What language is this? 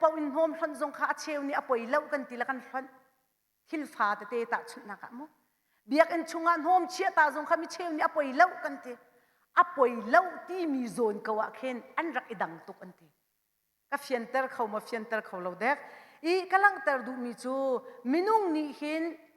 Hakha Chin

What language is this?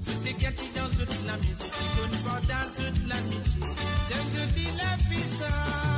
Morisyen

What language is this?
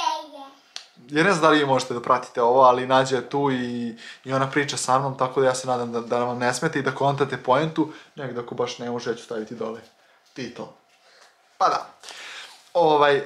Serbian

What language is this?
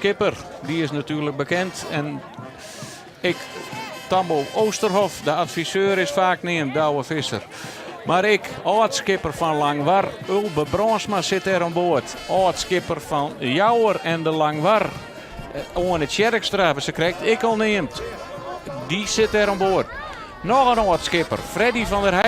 Western Frisian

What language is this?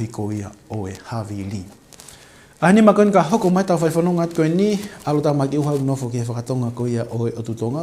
Tongan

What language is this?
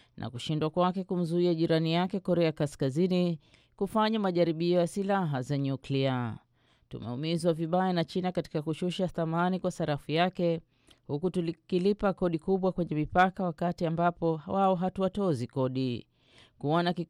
Swahili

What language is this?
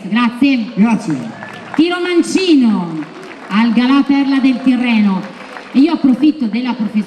Italian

